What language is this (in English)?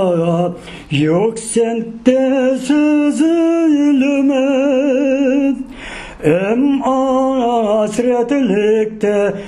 Crimean Tatar